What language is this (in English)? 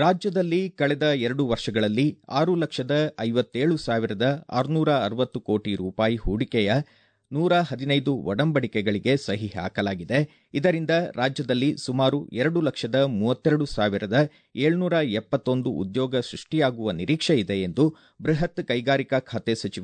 Kannada